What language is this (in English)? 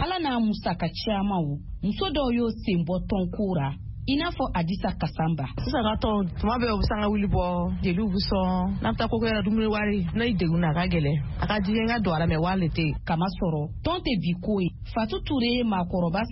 Bambara